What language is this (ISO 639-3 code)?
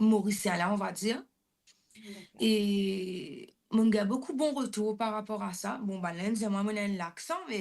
mfe